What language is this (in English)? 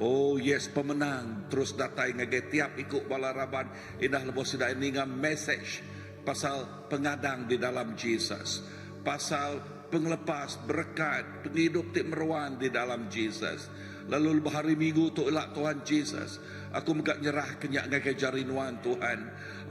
Iban